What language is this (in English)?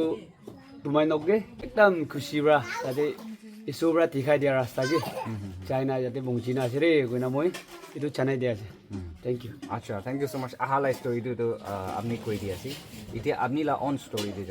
Naga Pidgin